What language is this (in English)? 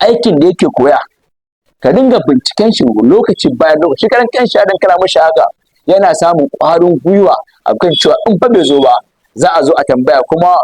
Hausa